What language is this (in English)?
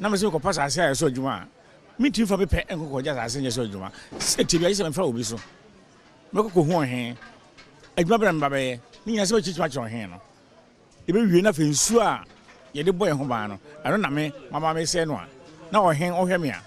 Akan